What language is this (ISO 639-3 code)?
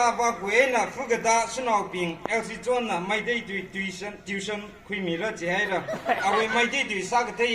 nmf